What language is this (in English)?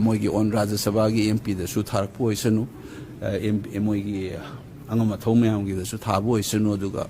Manipuri